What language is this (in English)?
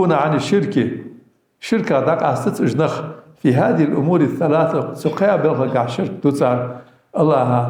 Ingush